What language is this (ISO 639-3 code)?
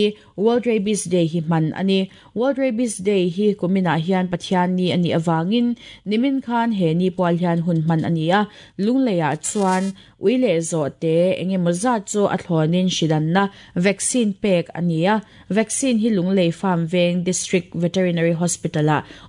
lus